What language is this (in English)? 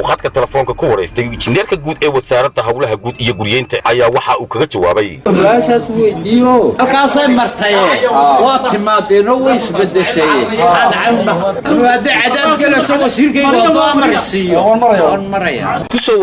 Somali